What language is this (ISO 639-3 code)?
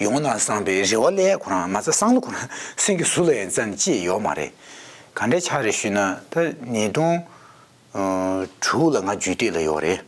bod